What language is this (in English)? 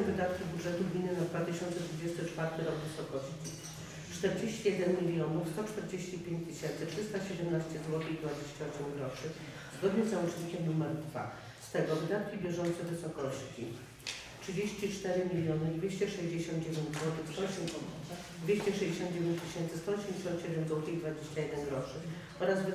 Polish